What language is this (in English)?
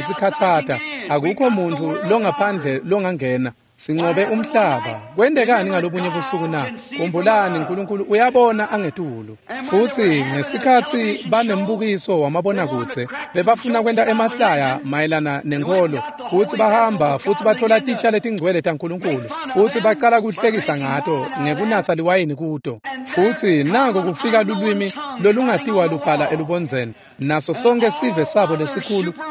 Swati